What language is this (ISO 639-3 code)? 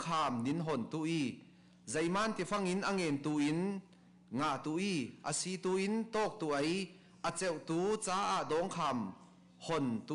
cfm